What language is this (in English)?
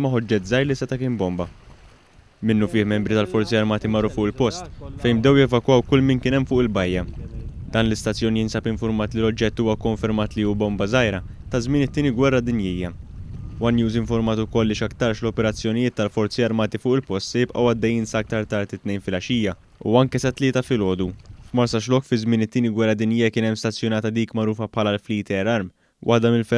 Maltese